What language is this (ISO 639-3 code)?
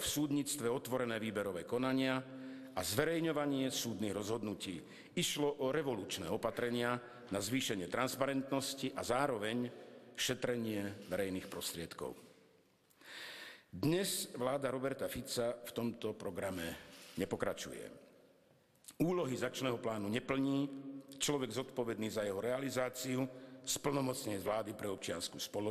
slk